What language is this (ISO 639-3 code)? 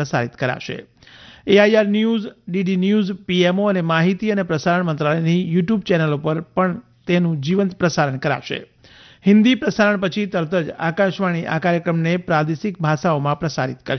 guj